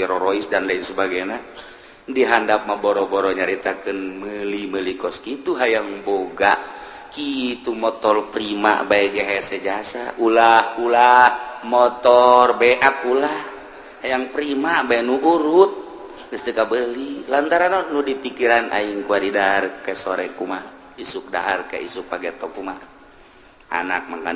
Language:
Sundanese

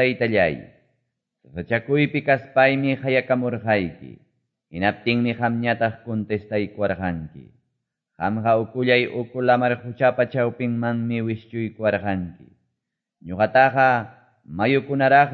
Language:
Quechua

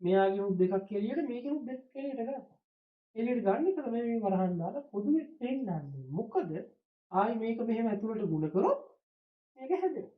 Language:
Sinhala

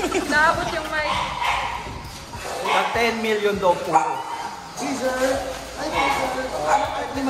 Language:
Filipino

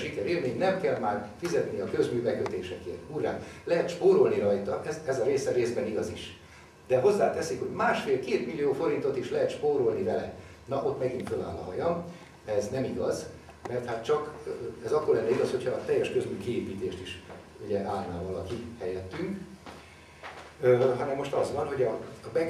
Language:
Hungarian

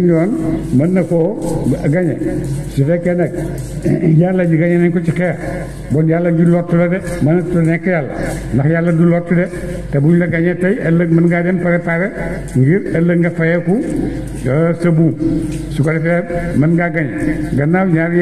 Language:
Wolof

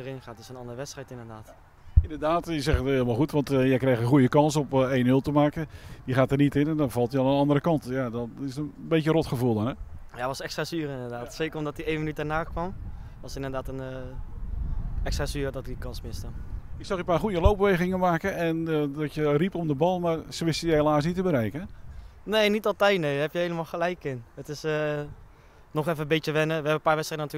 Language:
Dutch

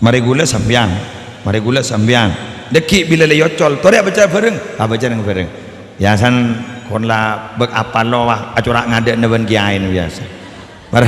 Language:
Madurese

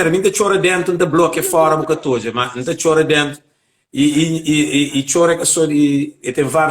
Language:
Kabuverdianu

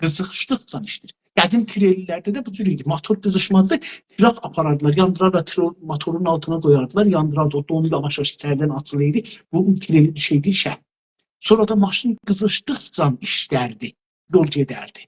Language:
South Azerbaijani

